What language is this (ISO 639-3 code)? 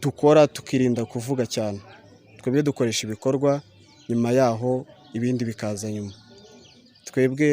kin